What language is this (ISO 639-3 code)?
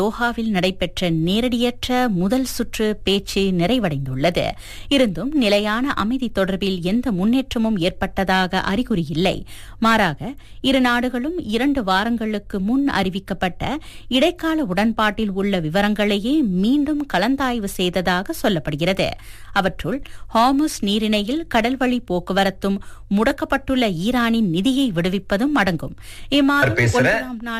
tam